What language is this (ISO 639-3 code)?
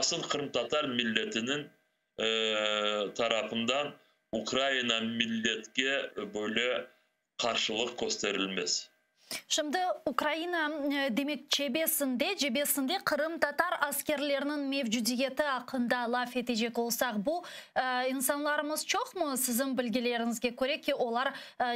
crh